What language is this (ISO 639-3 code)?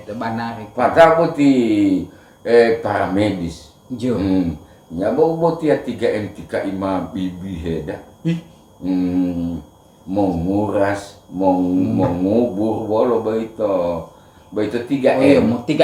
gor